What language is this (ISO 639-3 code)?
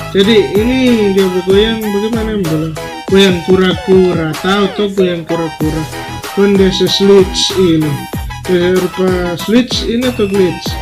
xmm